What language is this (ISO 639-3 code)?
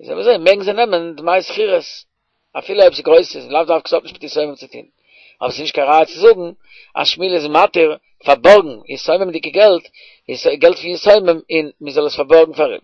yid